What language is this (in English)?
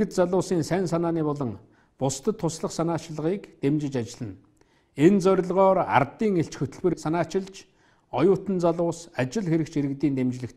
Mongolian